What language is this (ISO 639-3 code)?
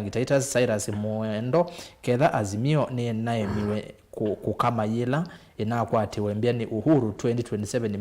kam